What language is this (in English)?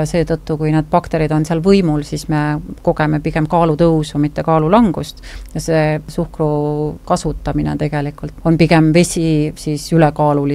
Estonian